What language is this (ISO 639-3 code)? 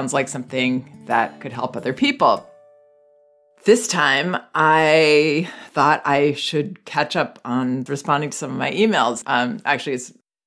eng